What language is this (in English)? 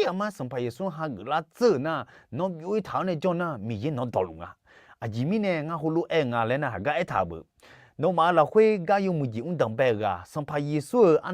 Akha